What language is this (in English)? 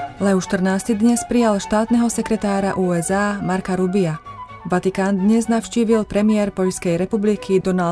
Slovak